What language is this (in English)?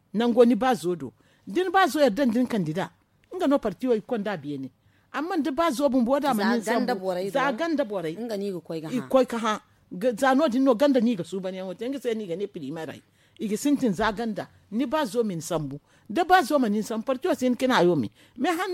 Zarma